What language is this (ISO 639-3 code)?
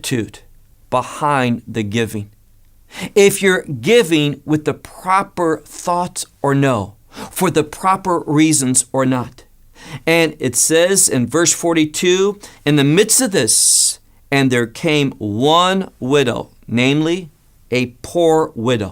eng